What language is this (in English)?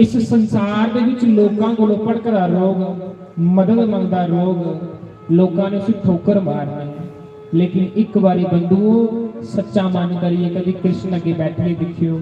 Dogri